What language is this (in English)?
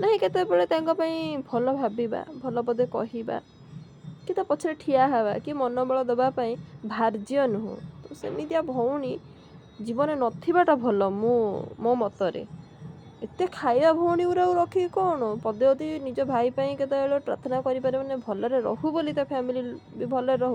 Odia